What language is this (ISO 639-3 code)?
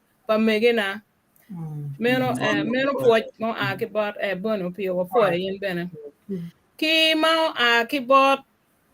ach